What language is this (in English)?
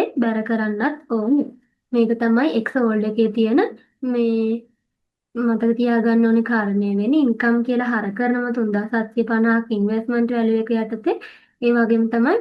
Sinhala